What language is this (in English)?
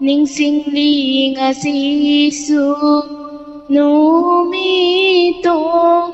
Manipuri